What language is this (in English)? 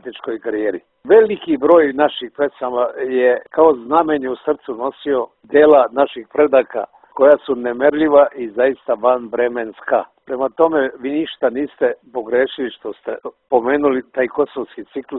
Serbian